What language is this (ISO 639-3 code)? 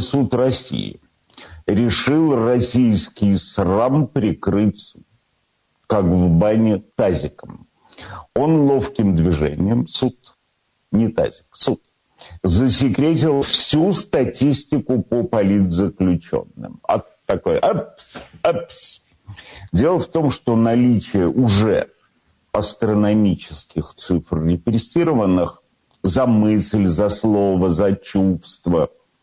rus